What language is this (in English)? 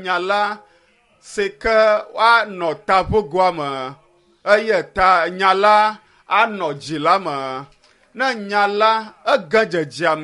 Ewe